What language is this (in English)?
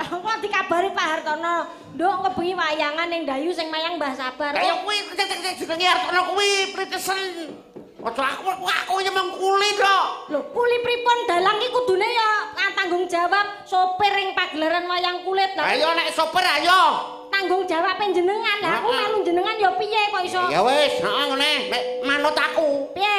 Javanese